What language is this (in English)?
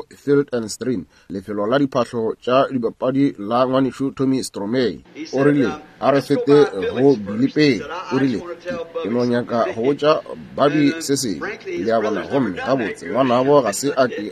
Northern Sotho